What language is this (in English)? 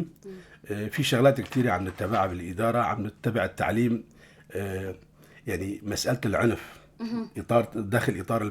North Levantine Arabic